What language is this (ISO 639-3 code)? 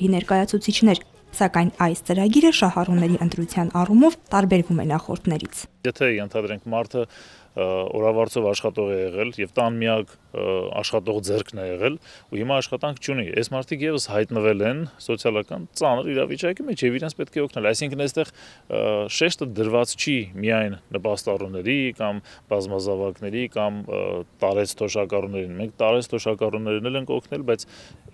hye